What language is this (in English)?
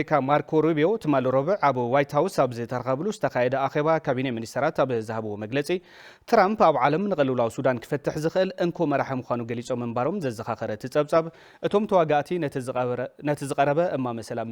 Tigrinya